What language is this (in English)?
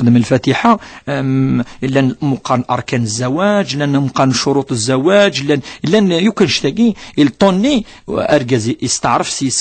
Kabyle